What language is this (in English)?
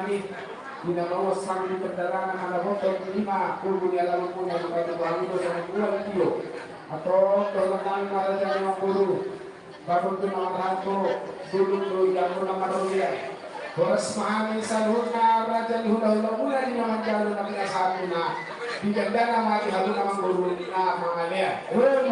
Batak Toba